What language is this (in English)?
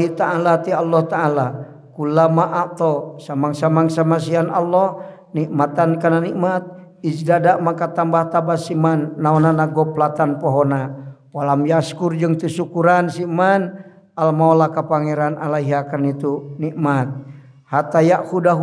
Sundanese